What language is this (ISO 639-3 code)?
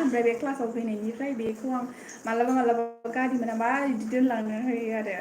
brx